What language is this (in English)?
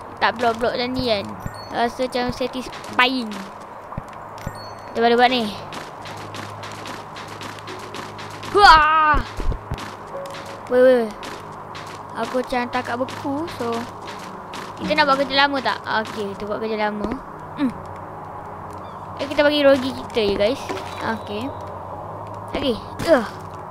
Malay